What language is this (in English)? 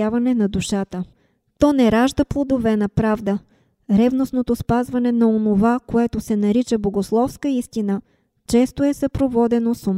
Bulgarian